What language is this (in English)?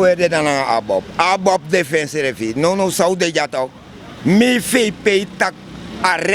Sranan Tongo